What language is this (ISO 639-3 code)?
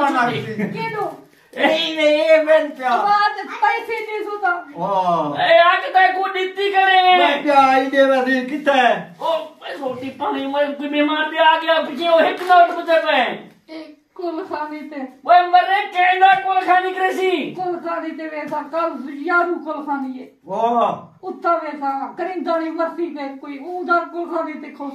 skr